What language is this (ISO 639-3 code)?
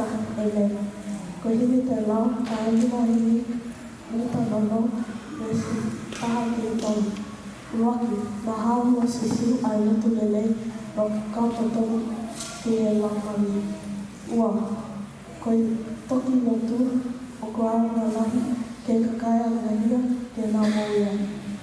ton